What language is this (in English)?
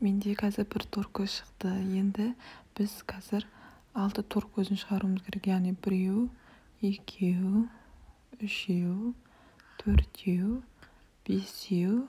Kazakh